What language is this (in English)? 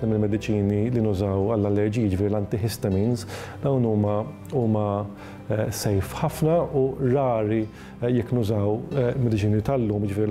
Maltese